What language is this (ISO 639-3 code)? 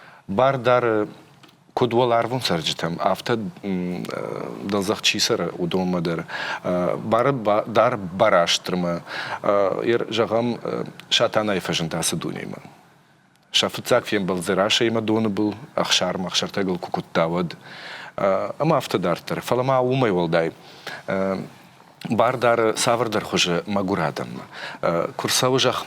oss